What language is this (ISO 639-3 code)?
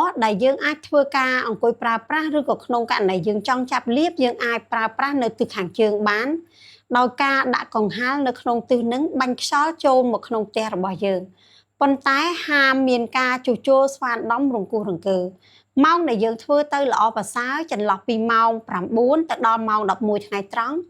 khm